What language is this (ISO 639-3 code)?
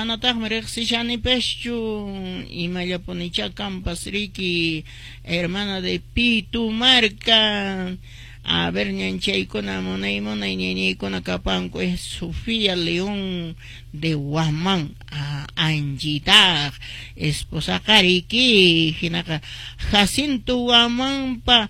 que